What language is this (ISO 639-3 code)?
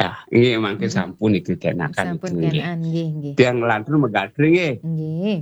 ban